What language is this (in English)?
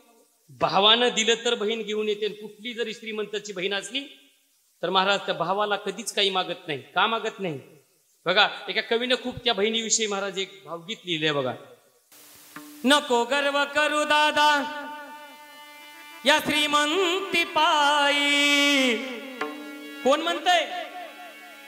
Marathi